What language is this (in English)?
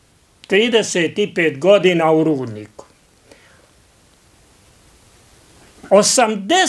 Bosnian